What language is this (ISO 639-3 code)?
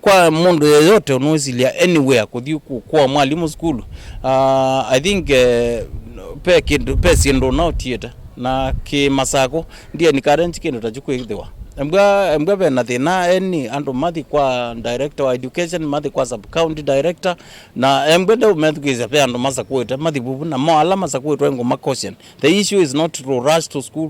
kam